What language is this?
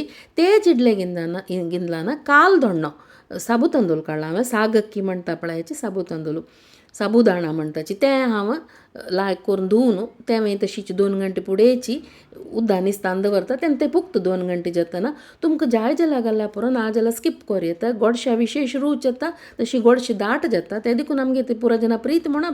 Konkani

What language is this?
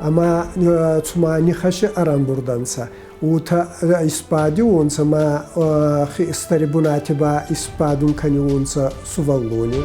Ossetic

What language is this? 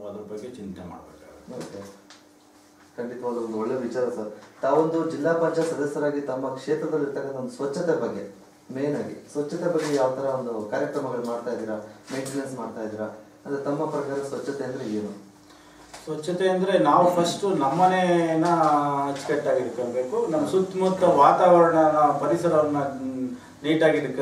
Kannada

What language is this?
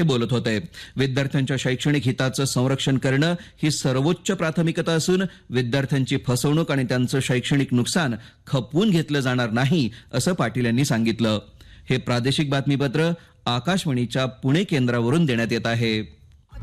Marathi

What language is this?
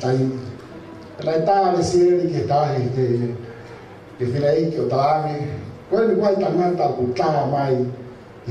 Tongan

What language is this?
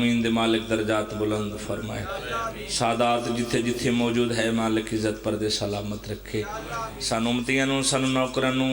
Pahari-Potwari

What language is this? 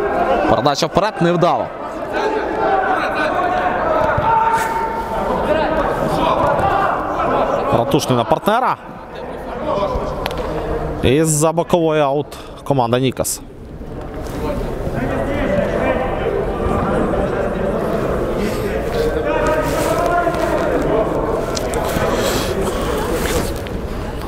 Ukrainian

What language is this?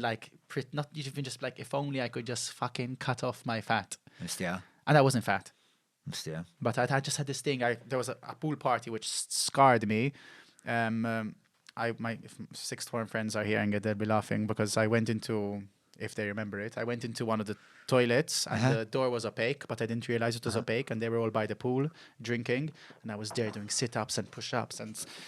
English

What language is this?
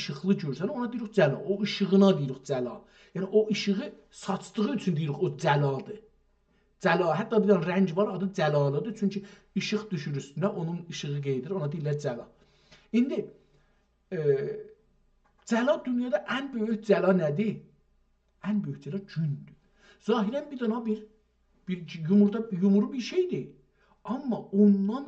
South Azerbaijani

